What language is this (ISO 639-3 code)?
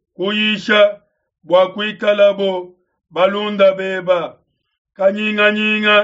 lua